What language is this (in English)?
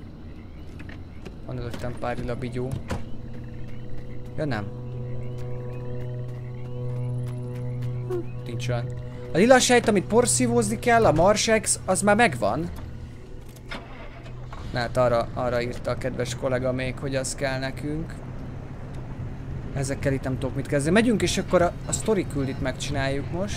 Hungarian